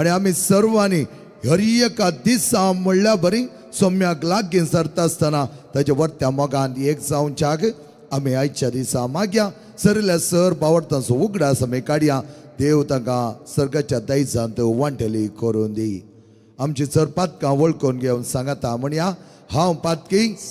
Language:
Konkani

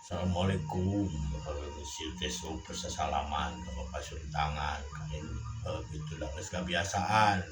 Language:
Sundanese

